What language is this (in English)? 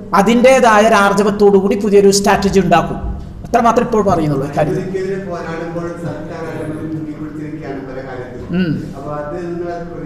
Malayalam